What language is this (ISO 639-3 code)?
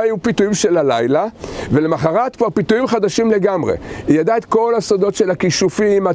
heb